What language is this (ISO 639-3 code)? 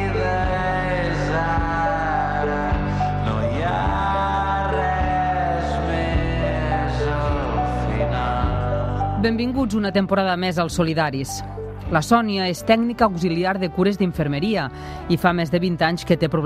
cat